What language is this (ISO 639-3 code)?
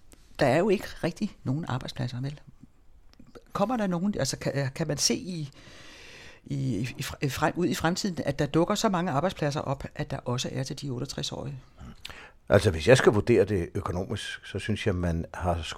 dan